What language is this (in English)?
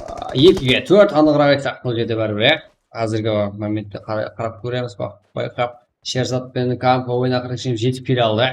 Kara-Kalpak